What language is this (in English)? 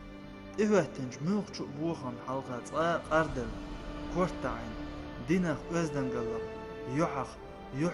Chechen